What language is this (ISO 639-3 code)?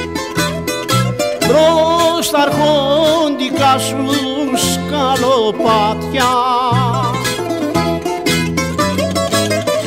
ell